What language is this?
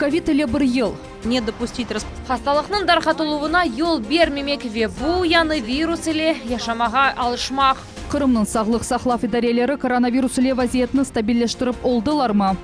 Crimean Tatar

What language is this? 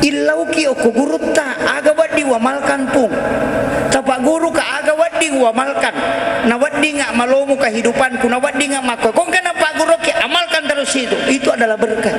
Buginese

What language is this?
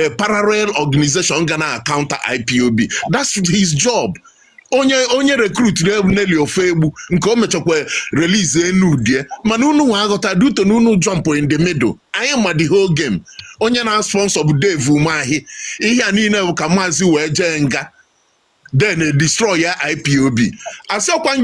Igbo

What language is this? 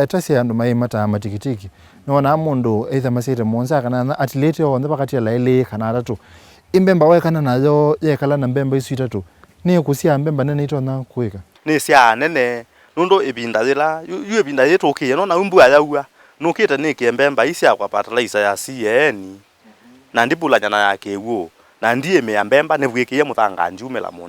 Kamba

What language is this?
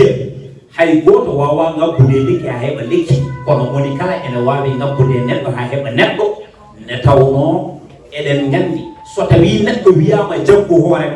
Fula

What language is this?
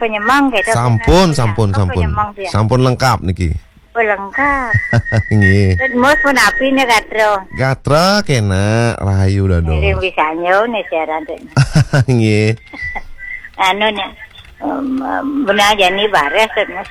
Balinese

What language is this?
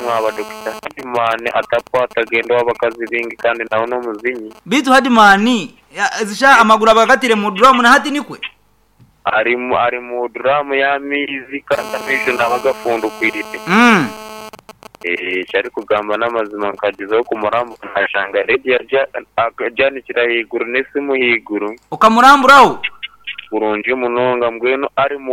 Nyankole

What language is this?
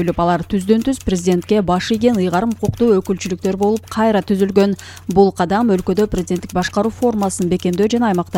Kyrgyz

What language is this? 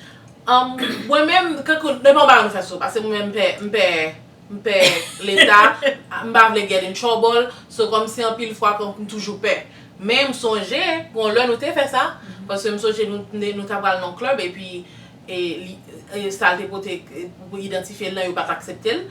Haitian Creole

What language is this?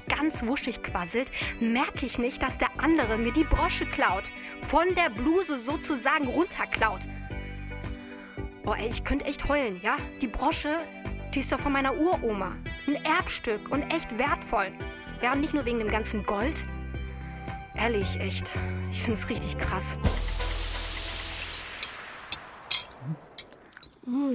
German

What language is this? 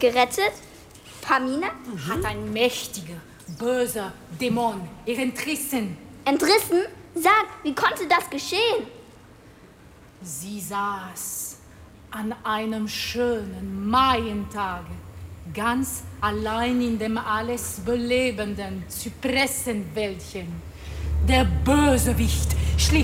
German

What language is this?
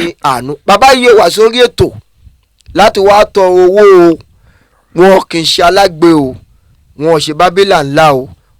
Yoruba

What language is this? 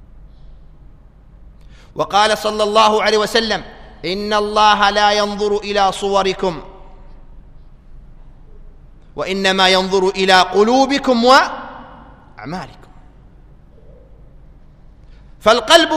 Arabic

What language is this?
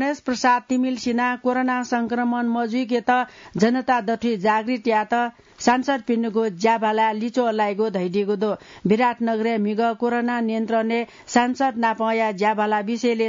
Newari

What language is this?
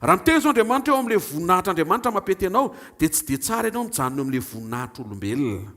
Malagasy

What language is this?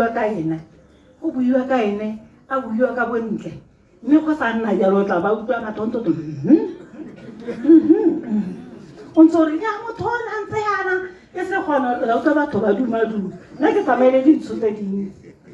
Tswana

